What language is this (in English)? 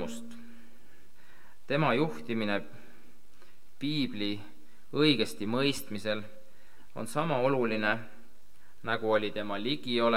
Estonian